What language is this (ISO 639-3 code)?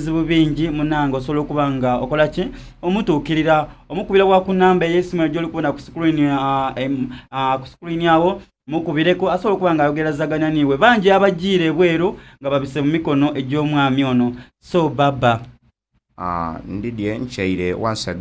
xog